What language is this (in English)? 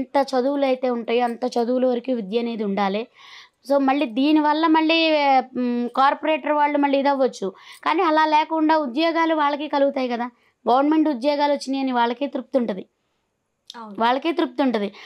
Telugu